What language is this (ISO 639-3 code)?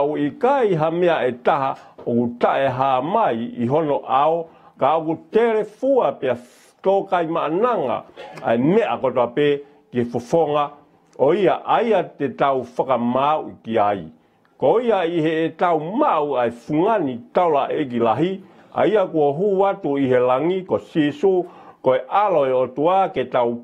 ton